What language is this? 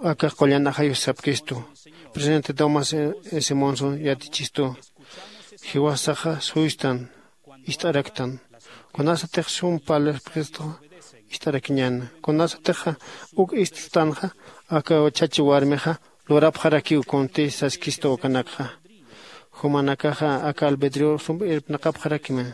Aymara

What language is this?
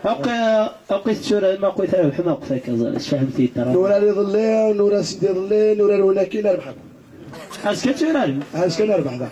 Kabyle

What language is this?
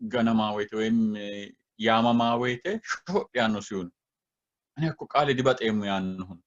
Sidamo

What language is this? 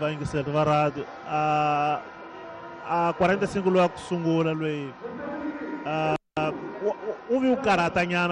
Tsonga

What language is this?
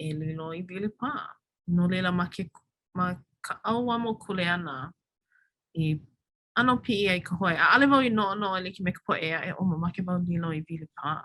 Hawaiian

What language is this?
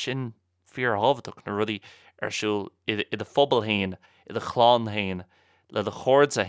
Irish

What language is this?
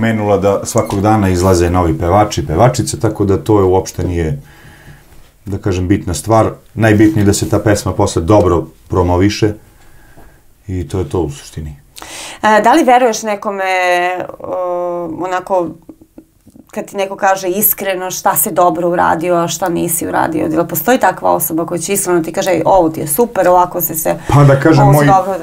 Serbian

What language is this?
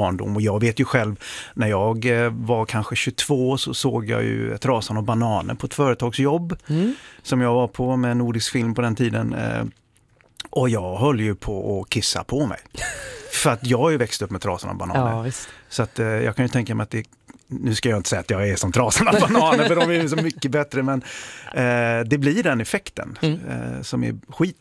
Swedish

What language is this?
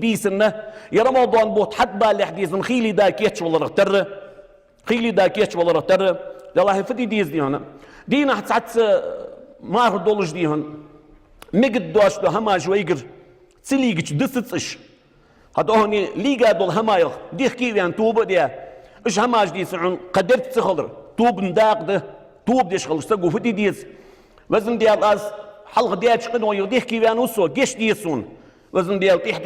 Ingush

